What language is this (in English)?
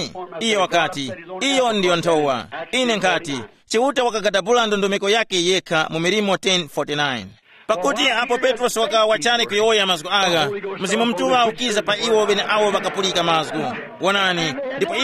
Tumbuka